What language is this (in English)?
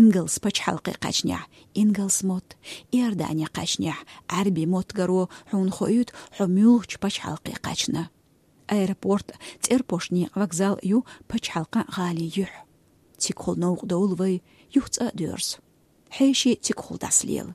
Chechen